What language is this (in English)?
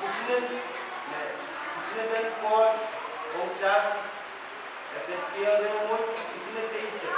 Pohnpeian